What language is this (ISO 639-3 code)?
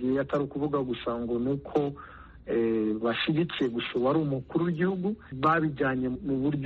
kin